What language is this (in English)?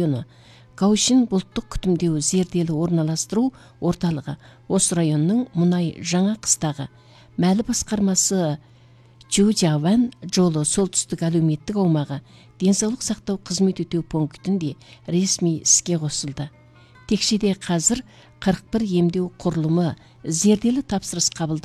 Kazakh